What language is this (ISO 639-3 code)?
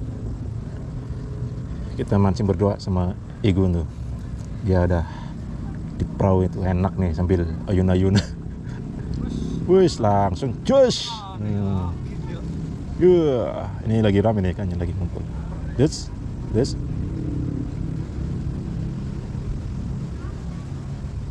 ind